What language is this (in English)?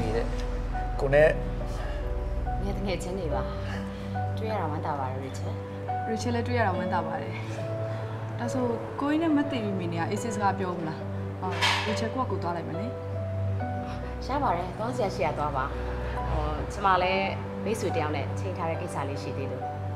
Burmese